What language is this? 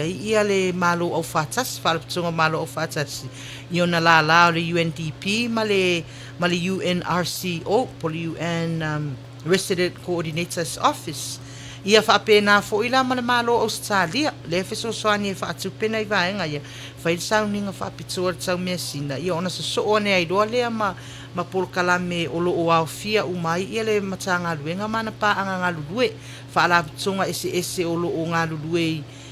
Samoan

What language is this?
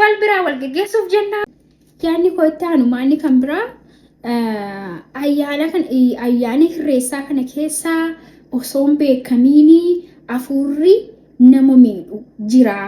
Oromo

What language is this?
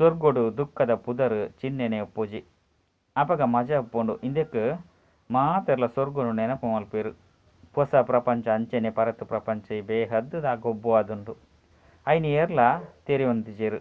Tulu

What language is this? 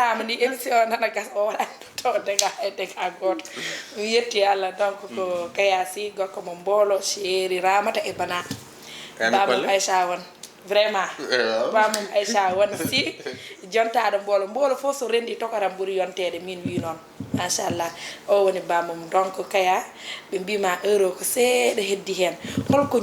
Fula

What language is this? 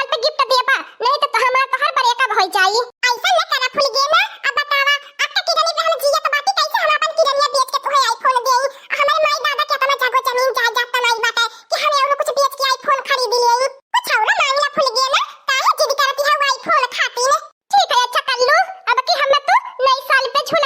Awadhi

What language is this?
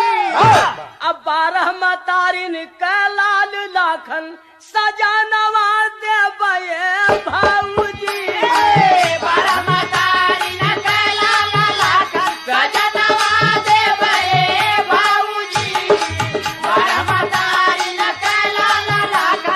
Bhojpuri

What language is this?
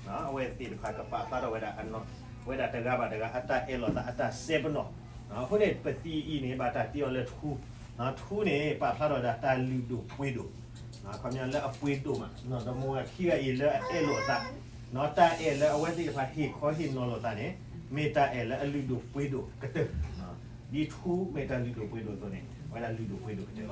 S'gaw Karen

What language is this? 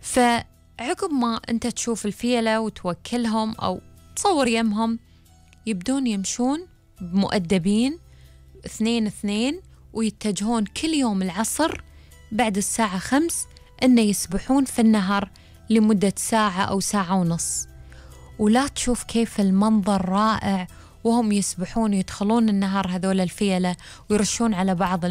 Gulf Arabic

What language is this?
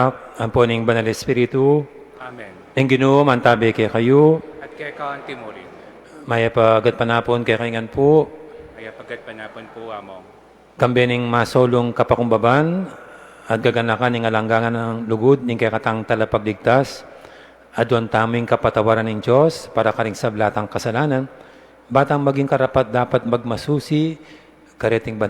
Pampanga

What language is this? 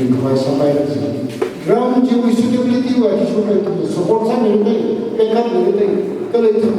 Tangkhul Naga (India)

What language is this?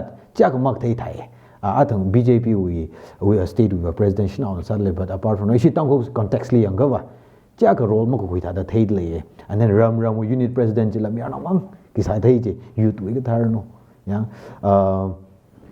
Tangkhul Naga (India)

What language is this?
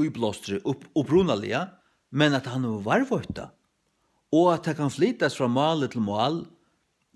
Faroese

